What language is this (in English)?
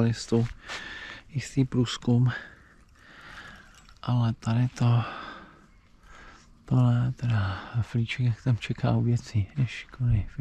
Czech